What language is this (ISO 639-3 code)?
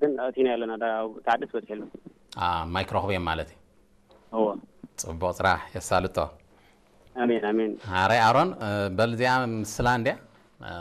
tir